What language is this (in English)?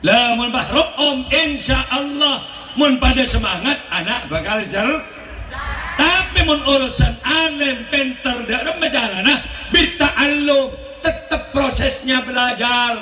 Madurese